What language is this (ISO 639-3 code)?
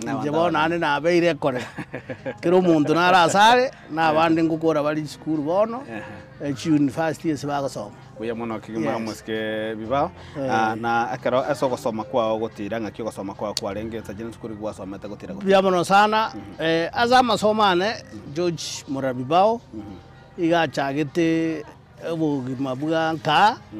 guz